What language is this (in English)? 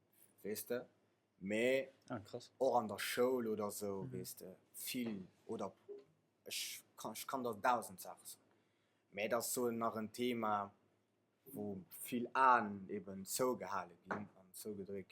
Luxembourgish